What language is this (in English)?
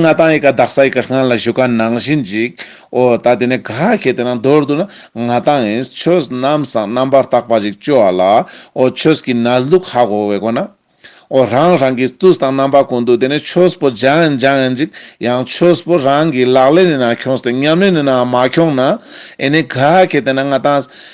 Ladakhi